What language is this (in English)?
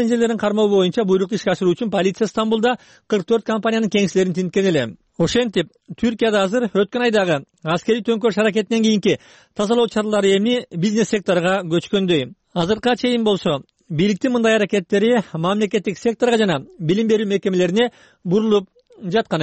Kyrgyz